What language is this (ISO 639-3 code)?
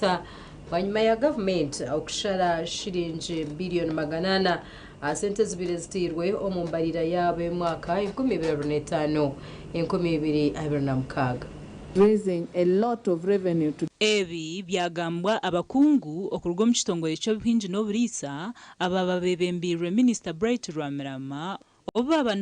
nyn